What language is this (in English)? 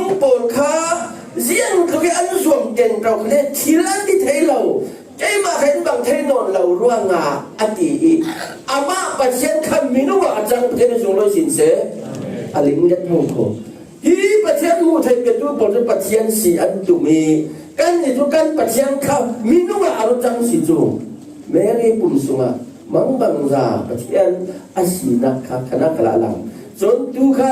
Falam Chin